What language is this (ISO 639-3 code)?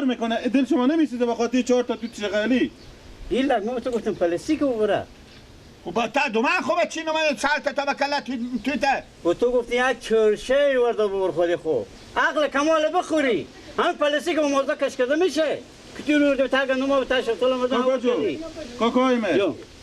fas